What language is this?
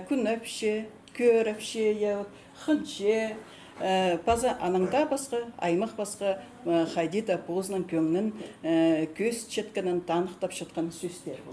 Khakas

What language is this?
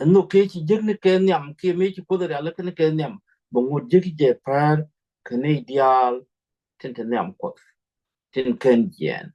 Nuer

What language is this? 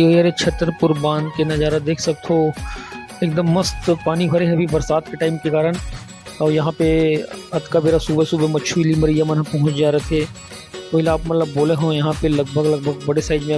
Chhattisgarhi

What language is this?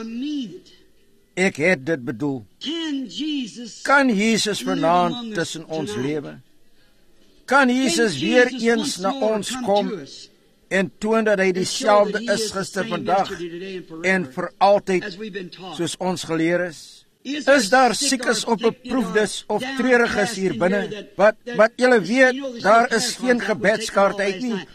Afrikaans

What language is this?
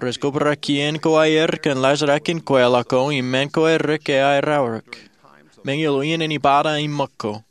Marshallese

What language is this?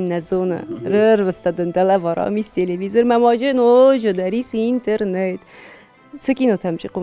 Ossetic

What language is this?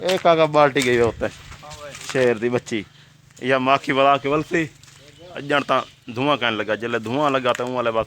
Saraiki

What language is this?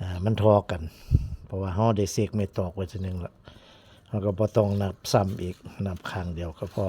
Northeastern Thai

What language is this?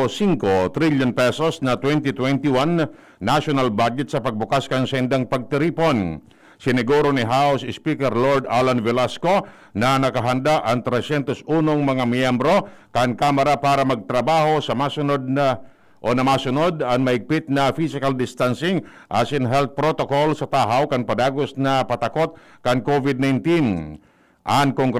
Bikol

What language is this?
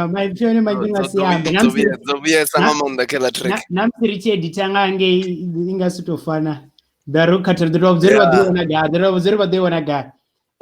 Venda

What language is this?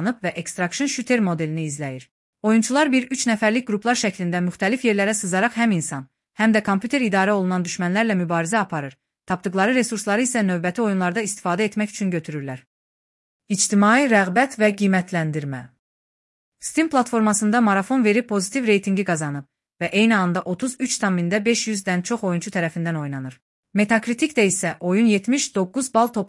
Azerbaijani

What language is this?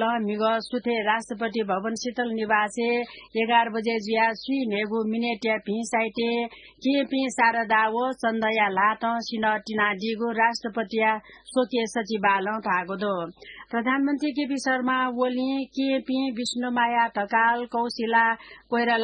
Newari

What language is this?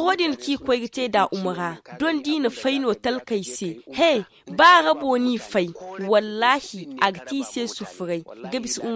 Zarma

